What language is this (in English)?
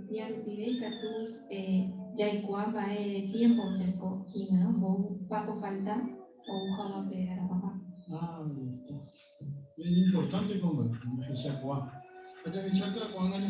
Guarani